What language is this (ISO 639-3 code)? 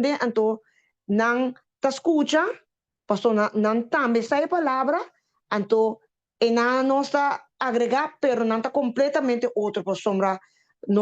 pap